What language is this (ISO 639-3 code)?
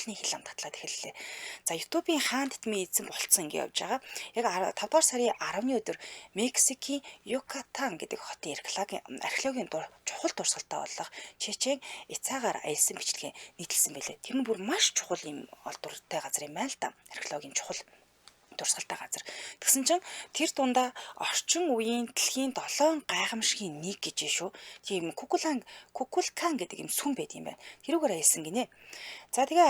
mon